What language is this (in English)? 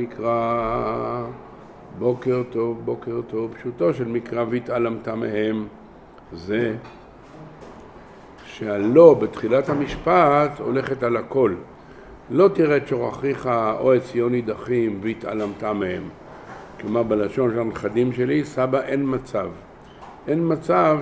Hebrew